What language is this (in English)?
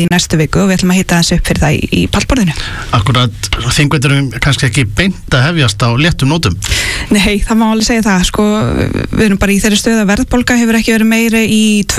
Icelandic